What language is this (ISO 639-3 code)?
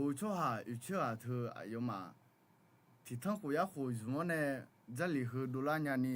ahk